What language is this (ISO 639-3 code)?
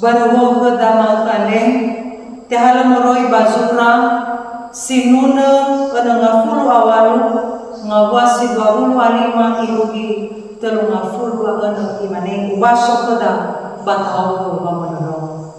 nia